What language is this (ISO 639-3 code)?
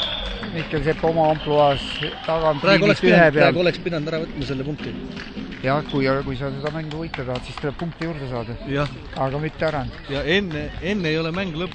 est